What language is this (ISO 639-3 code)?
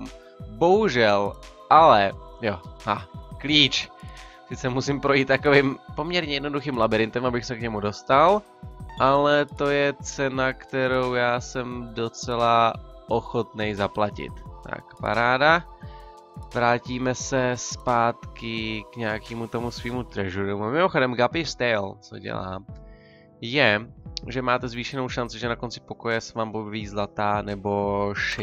ces